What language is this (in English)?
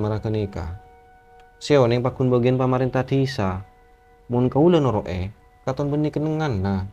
Madurese